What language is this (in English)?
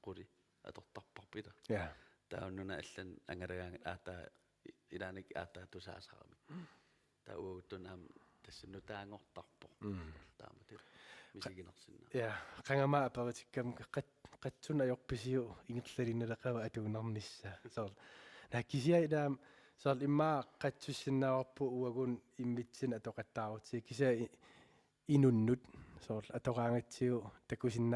Kalaallisut